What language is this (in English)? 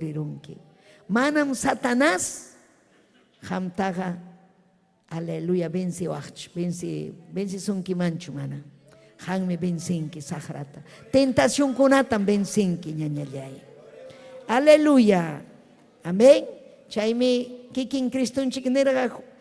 Ayacucho Quechua